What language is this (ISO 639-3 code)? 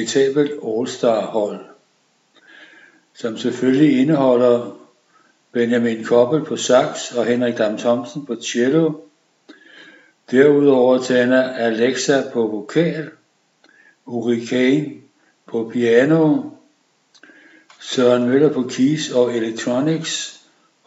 dan